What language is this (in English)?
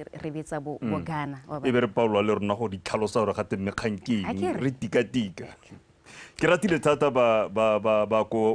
Tswana